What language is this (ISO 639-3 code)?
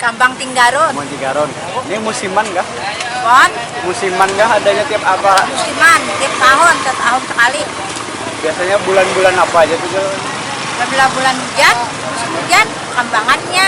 bjn